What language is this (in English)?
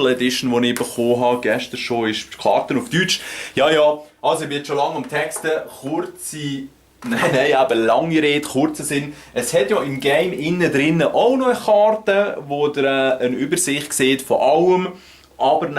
Swiss German